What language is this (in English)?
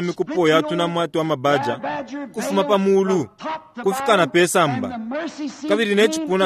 Bemba